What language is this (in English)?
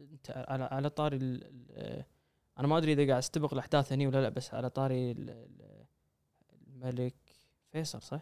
Gulf Arabic